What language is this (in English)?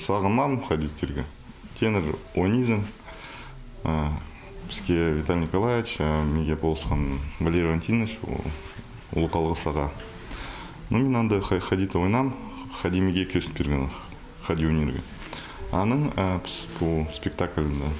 Khakas